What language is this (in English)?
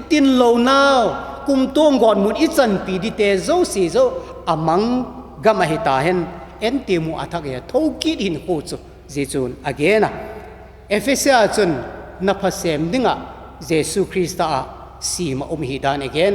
Vaiphei